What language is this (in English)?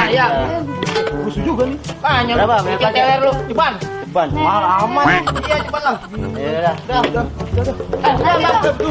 Betawi